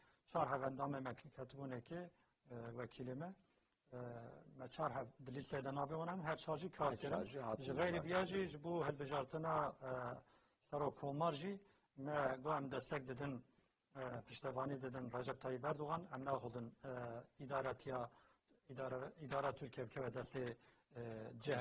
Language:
Kurdish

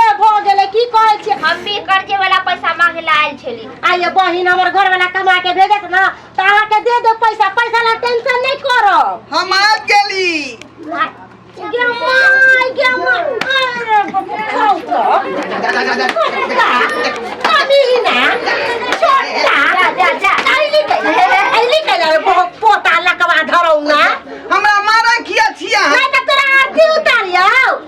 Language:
Maithili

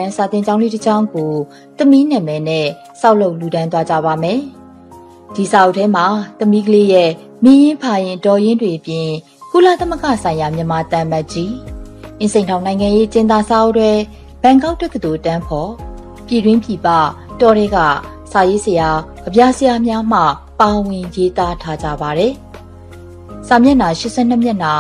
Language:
Burmese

